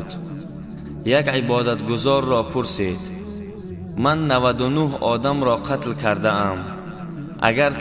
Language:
Tajik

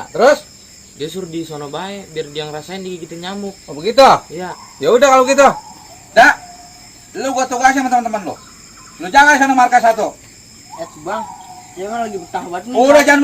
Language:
Betawi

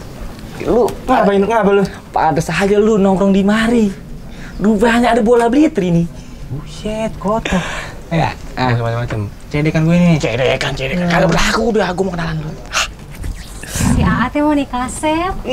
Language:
Betawi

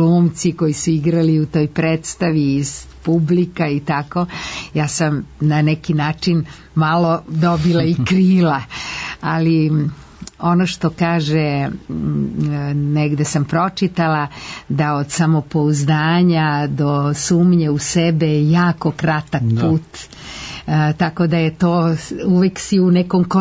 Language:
Serbian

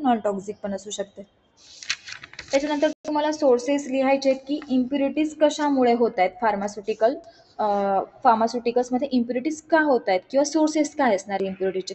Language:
Marathi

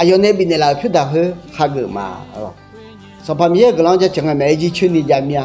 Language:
Akha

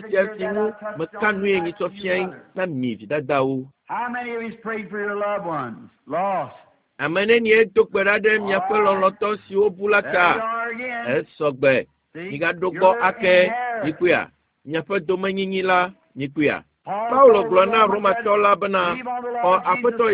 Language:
Ewe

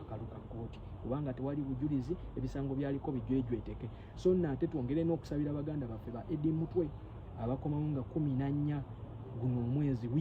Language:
Ganda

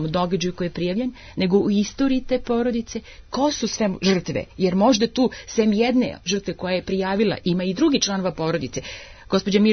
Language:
Serbian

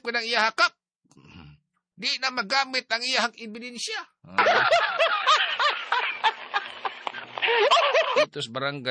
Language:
Cebuano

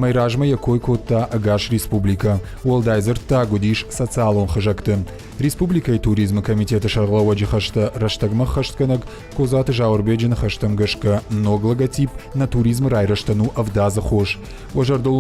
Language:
Ossetic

